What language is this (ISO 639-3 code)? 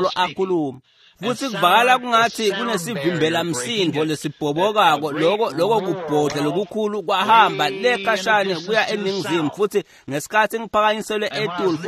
ssw